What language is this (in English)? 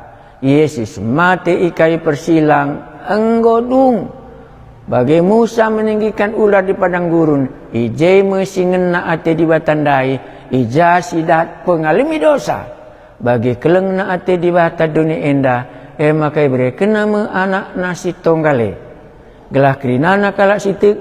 Batak Karo